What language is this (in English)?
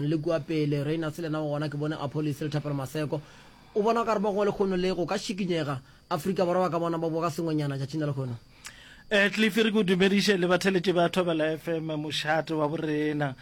Northern Sotho